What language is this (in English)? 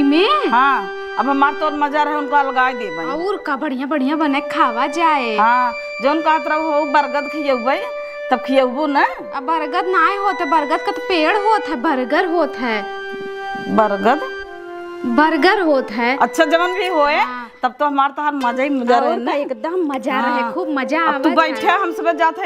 Awadhi